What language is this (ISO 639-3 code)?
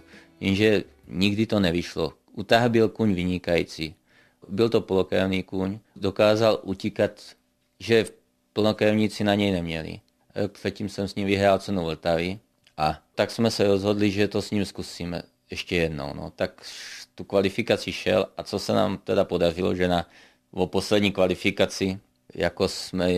ces